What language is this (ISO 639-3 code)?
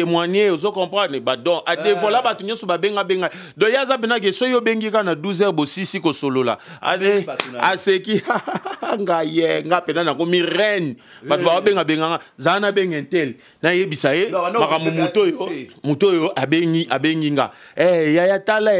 lin